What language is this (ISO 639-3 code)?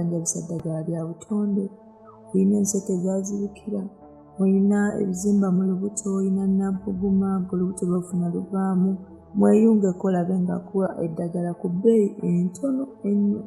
lug